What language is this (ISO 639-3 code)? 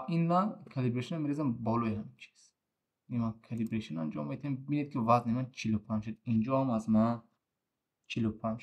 tgk